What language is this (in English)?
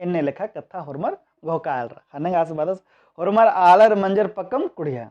Kurukh